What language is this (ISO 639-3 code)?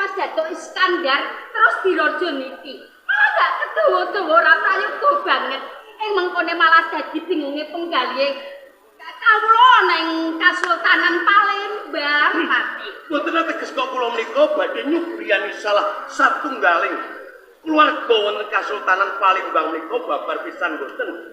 jav